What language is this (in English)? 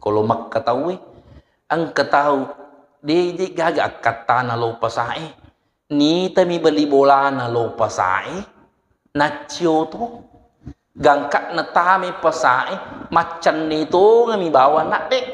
Buginese